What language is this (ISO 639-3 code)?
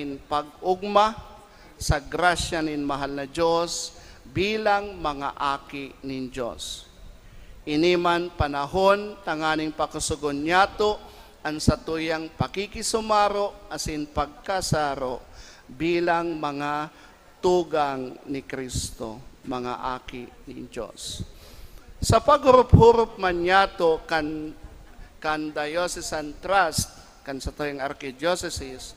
bik